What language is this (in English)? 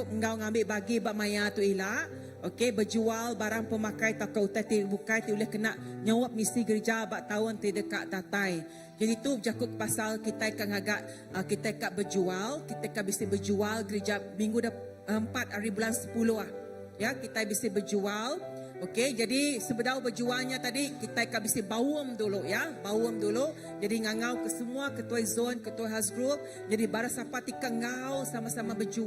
Iban